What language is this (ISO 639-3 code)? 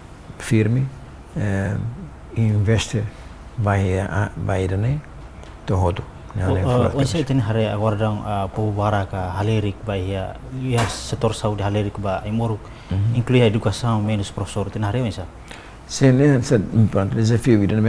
tet